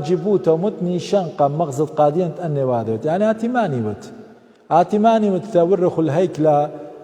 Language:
Assyrian Neo-Aramaic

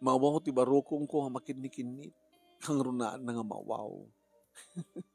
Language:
Iloko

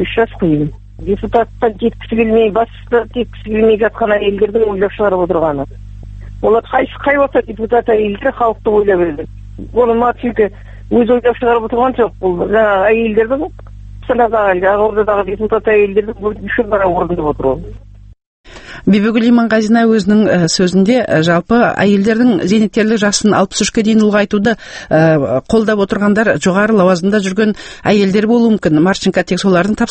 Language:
Kazakh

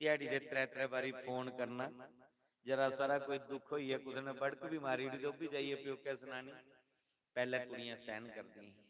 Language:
Dogri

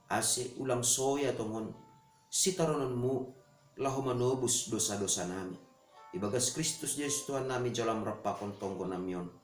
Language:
Batak Simalungun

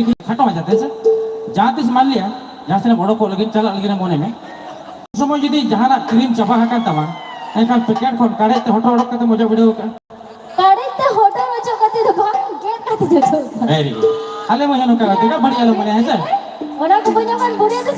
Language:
Santali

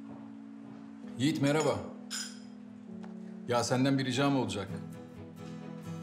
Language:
Turkish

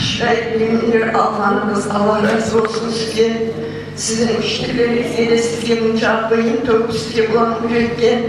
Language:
Kumyk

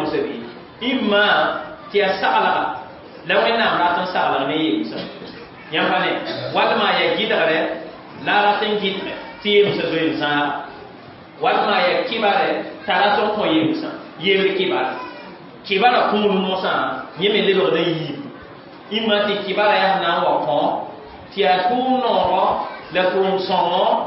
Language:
Mossi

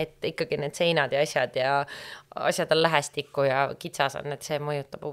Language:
Estonian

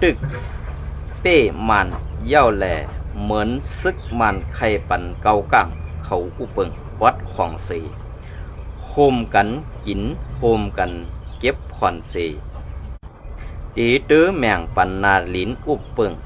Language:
Shan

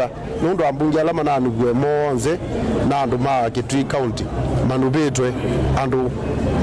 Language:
Kamba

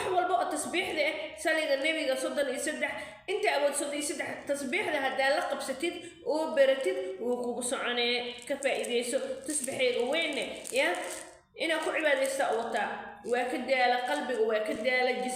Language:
Somali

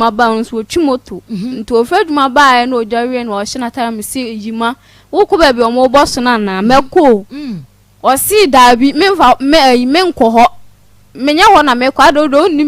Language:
Akan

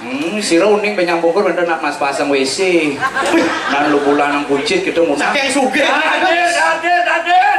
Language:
Balinese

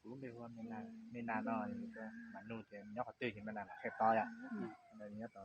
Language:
Hmong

